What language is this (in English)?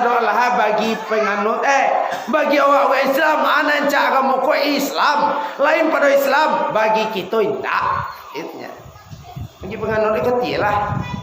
Minangkabau